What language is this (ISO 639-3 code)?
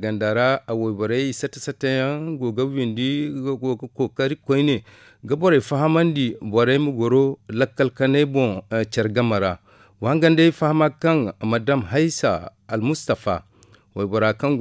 dje